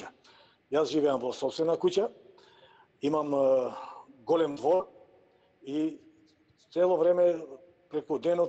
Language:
Macedonian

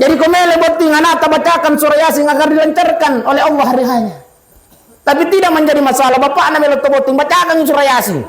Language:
Buginese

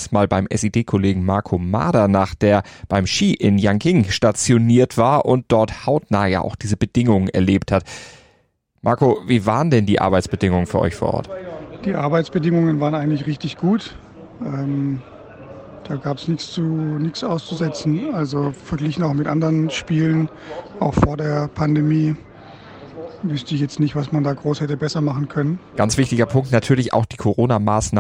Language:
German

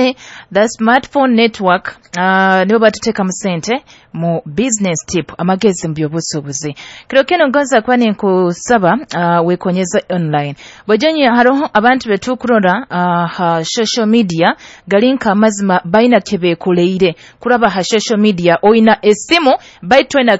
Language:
Nyoro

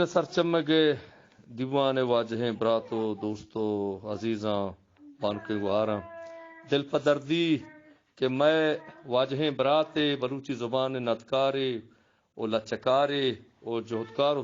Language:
Eastern Balochi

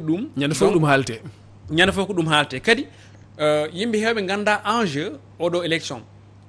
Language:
Fula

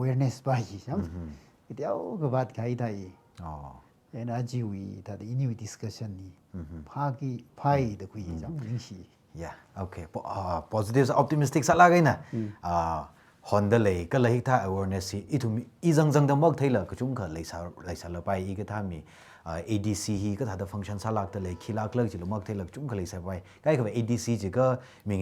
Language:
Tangkhul Naga (India)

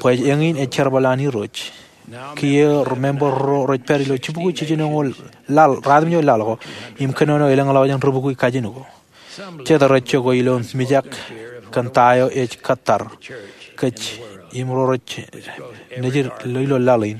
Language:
Marshallese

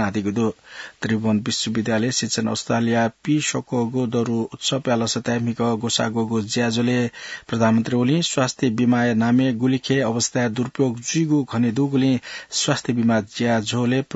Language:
Newari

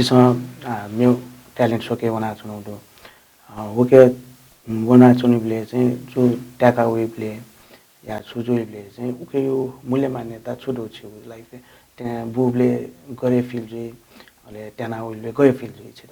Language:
Newari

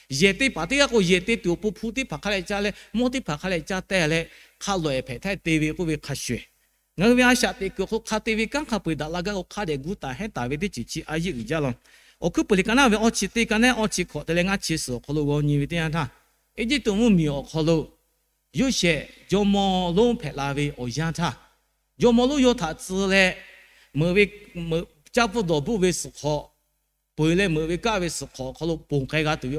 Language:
Lahu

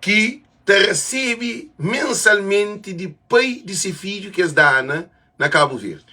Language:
Kabuverdianu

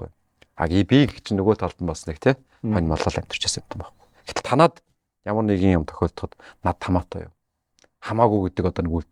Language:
Mongolian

